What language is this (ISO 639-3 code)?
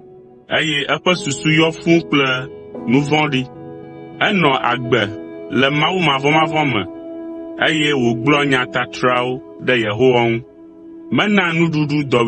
ewe